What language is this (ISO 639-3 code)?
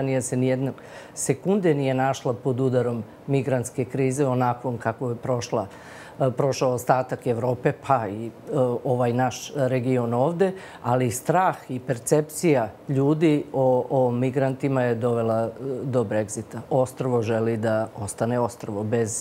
srp